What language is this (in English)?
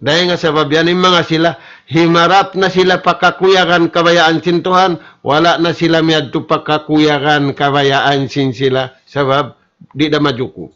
Tausug